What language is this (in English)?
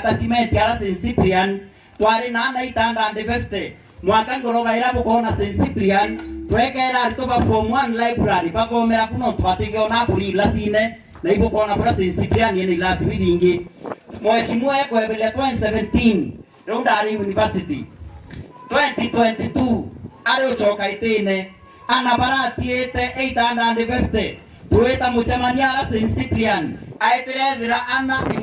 Meru